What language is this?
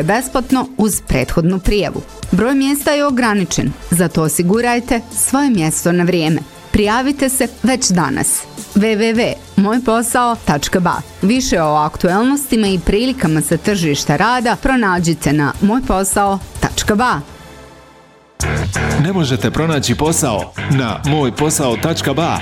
Bosnian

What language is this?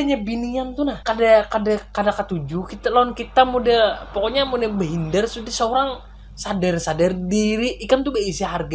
Banjar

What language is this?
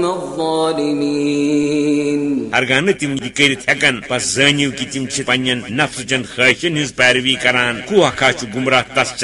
Kashmiri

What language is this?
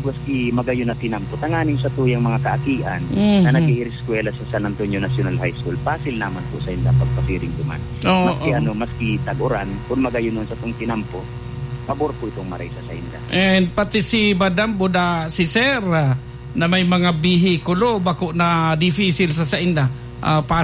Bikol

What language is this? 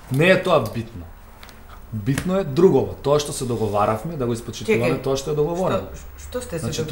Macedonian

